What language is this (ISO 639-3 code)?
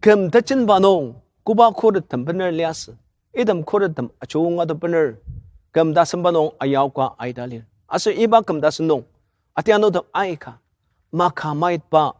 njo